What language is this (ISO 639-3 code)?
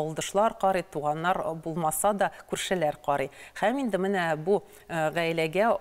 tat